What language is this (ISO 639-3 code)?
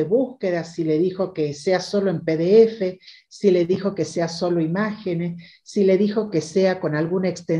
spa